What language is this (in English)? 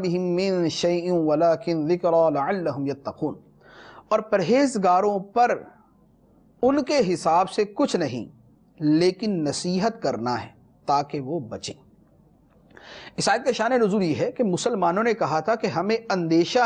Urdu